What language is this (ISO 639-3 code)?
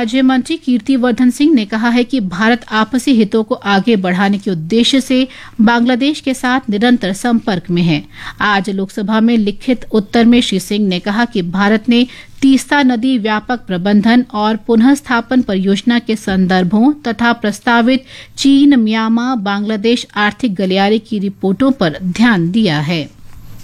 hin